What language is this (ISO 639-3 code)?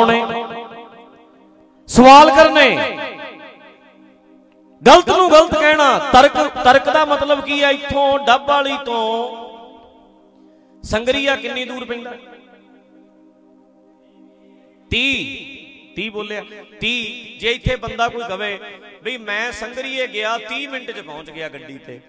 pan